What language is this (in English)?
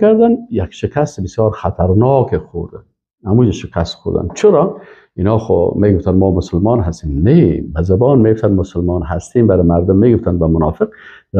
Persian